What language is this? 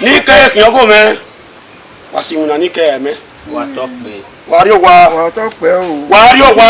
Bini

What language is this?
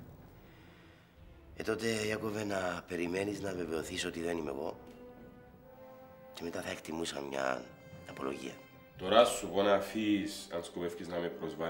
Greek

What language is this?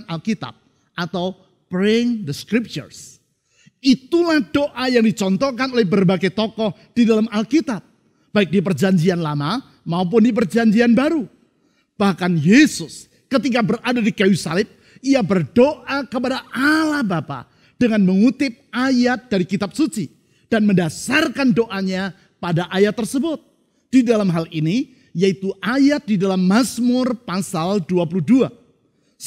Indonesian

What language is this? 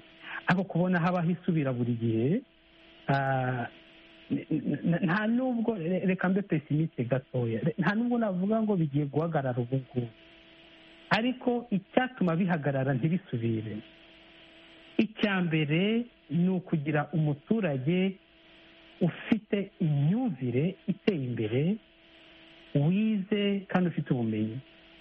Kinyarwanda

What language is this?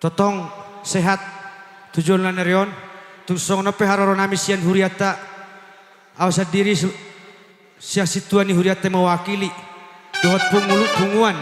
Batak Toba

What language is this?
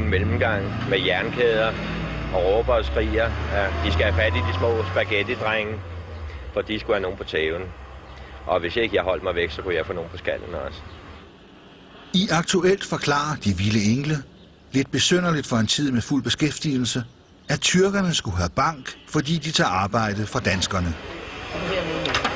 Danish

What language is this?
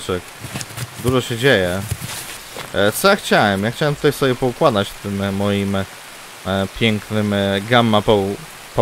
Polish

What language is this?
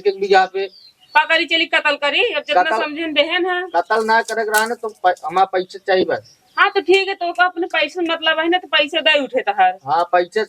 Awadhi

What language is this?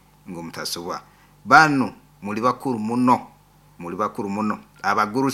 Nyoro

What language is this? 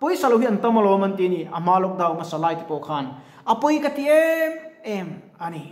Mizo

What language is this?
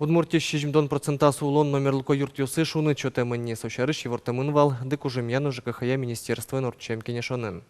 Udmurt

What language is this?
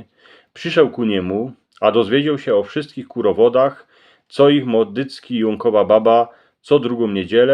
Silesian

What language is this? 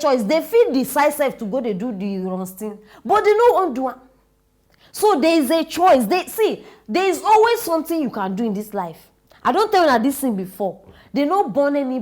Nigerian Pidgin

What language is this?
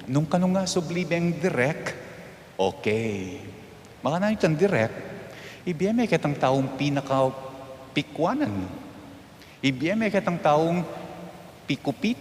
Pampanga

